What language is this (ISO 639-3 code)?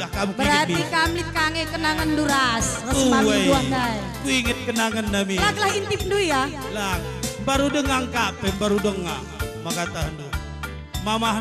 btx